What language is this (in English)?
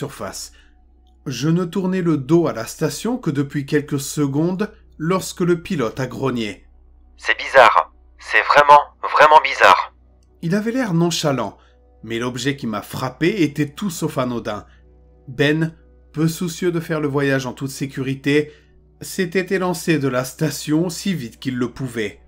French